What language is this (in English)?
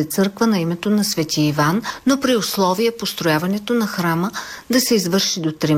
Bulgarian